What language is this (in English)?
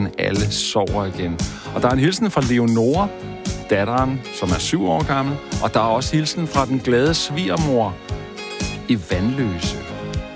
Danish